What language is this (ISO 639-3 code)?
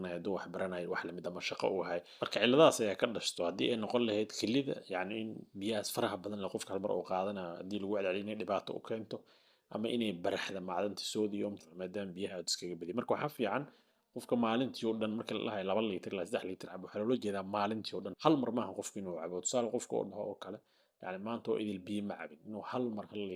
som